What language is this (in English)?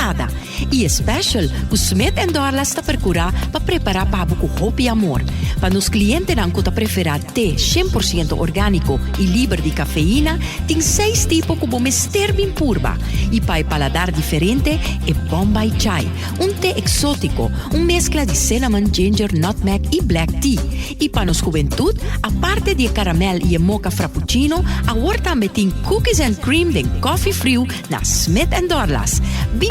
Papiamento